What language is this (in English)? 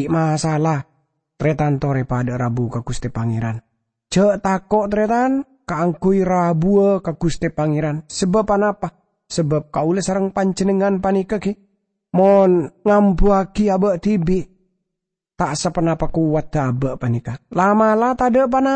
Madurese